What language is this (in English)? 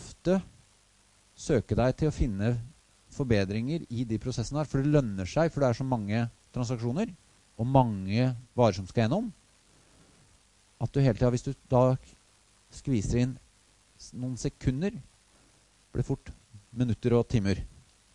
Norwegian